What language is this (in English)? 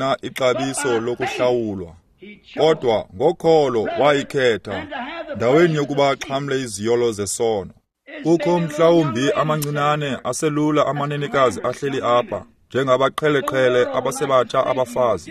Xhosa